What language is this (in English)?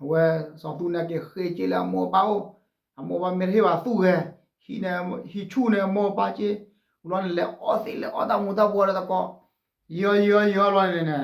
S'gaw Karen